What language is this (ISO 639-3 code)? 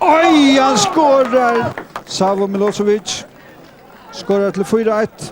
fao